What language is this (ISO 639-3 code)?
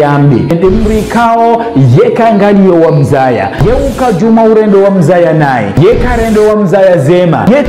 zdj